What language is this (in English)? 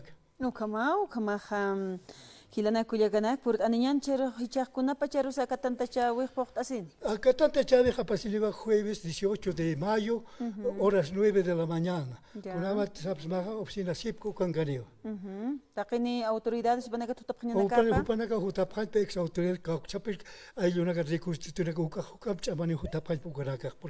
Aymara